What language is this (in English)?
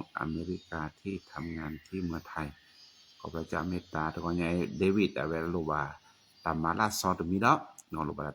S'gaw Karen